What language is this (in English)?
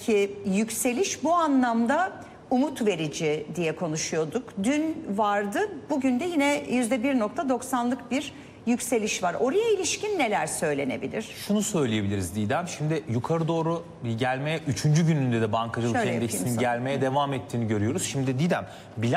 Turkish